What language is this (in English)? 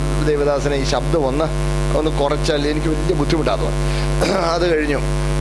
Malayalam